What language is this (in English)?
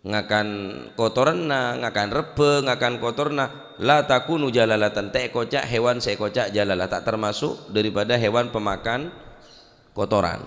Madurese